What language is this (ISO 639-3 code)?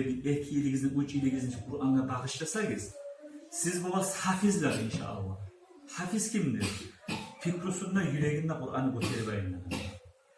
kum